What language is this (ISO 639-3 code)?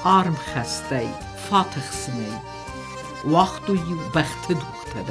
oss